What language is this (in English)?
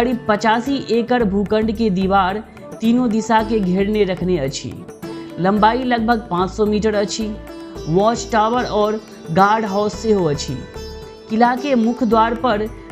Maithili